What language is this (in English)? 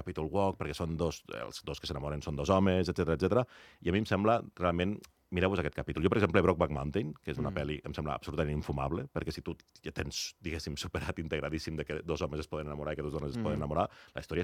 Catalan